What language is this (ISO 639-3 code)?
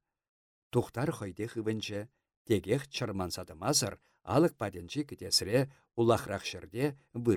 chv